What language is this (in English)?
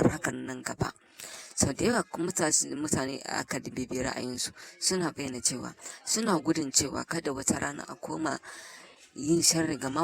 Hausa